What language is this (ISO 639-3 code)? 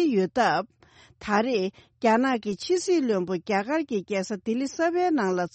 bod